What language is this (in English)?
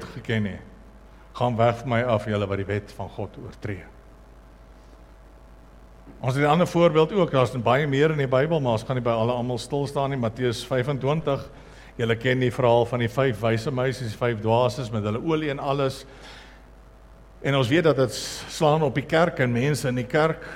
Afrikaans